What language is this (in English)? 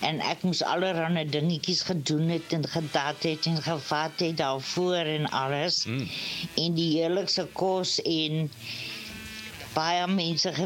Afrikaans